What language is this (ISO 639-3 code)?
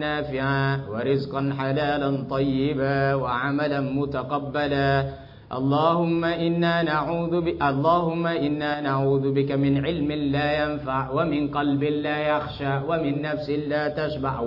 tha